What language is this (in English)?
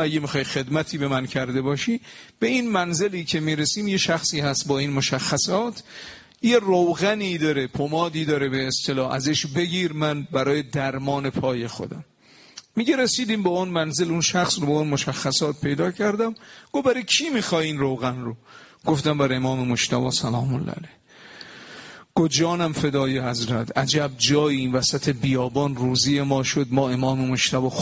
Persian